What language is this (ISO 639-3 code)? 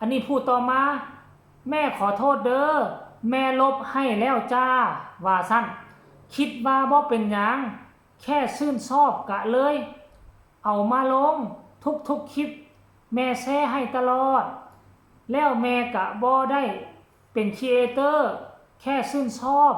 lao